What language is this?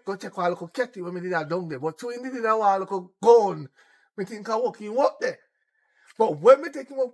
Jamaican Creole English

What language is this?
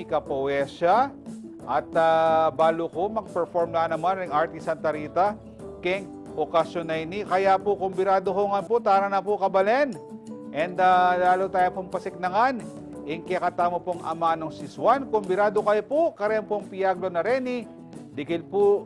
Pampanga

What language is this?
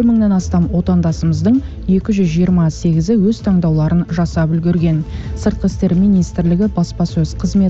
Kazakh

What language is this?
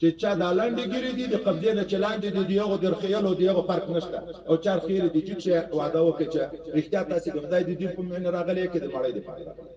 Pashto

